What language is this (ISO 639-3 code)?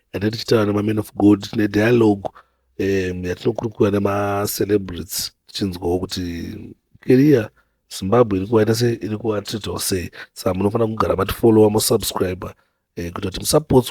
sna